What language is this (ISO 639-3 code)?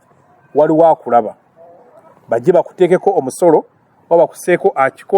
lug